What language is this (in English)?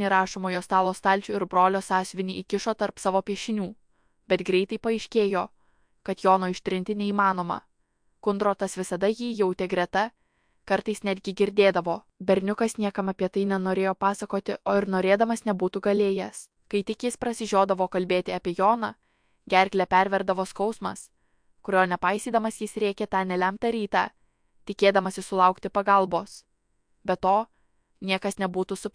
Lithuanian